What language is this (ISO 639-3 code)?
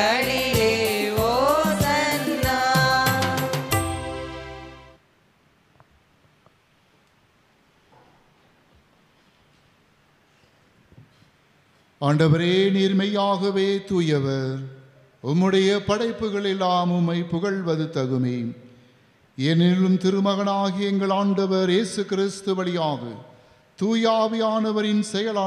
tam